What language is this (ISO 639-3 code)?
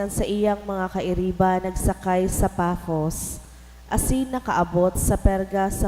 bik